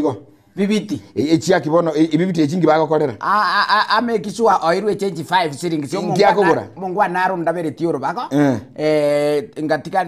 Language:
Gusii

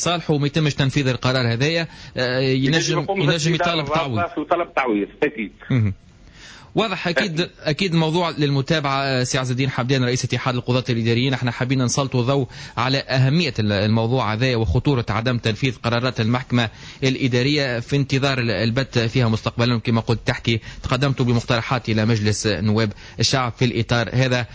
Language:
Tunisian Arabic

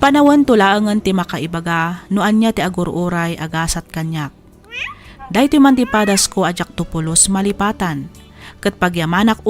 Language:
Iloko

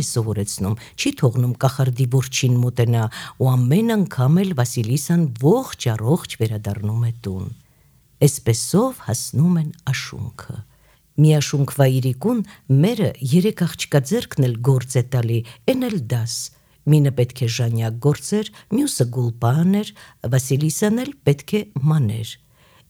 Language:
Armenian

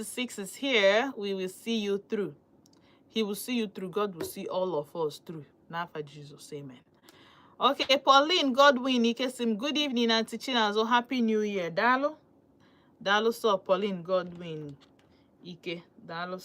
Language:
Igbo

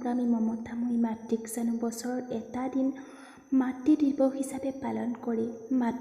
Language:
Assamese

